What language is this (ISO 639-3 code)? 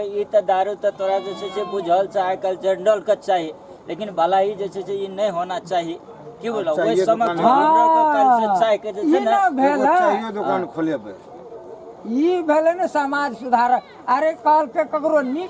mai